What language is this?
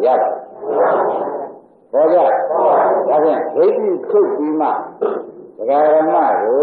Burmese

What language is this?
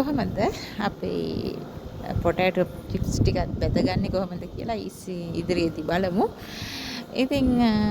Sinhala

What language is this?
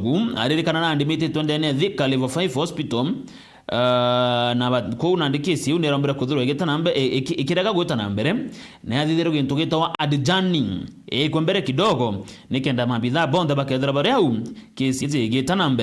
Meru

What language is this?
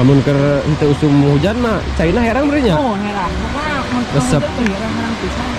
Sundanese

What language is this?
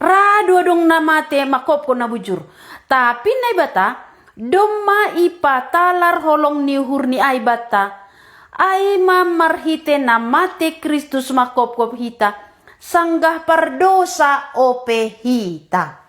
Batak Simalungun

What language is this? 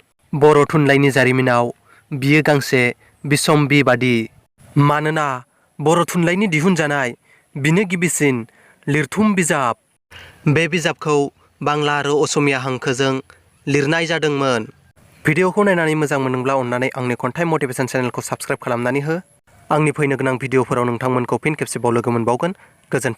Bodo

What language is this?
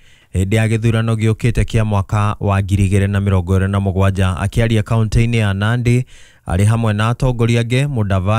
Kikuyu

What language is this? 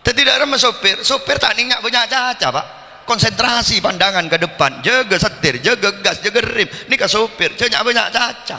Madurese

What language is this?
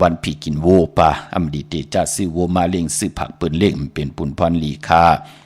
Shan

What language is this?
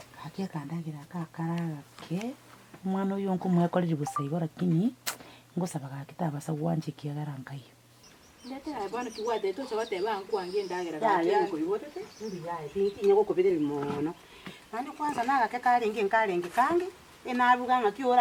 Gusii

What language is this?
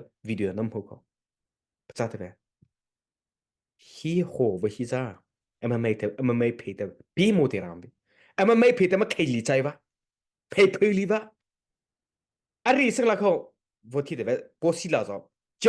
Mara Chin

